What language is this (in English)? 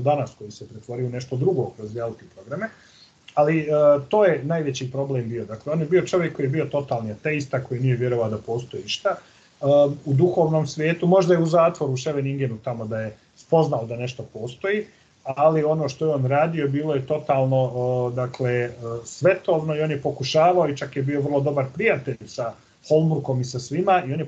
Serbian